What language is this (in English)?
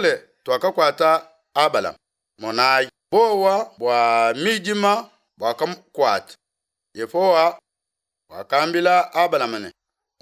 Luba-Lulua